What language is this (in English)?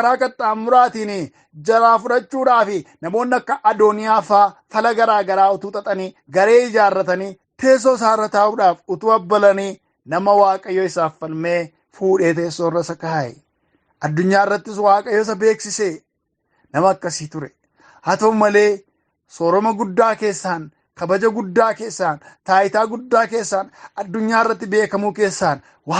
Oromo